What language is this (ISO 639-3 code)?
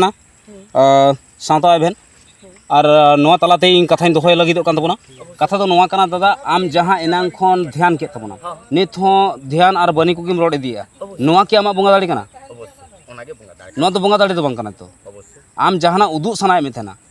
sat